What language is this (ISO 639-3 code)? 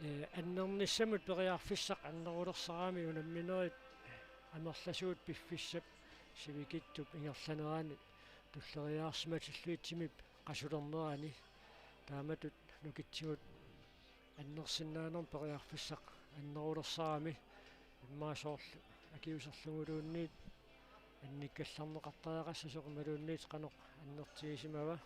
kal